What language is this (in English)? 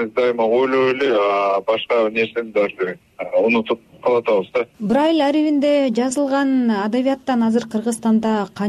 Kyrgyz